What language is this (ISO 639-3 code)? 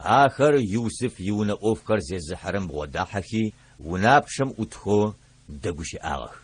ady